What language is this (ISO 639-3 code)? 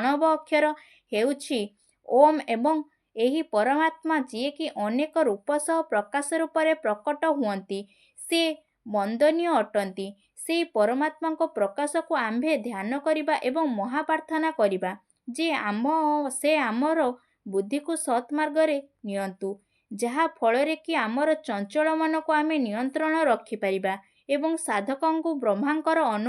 ori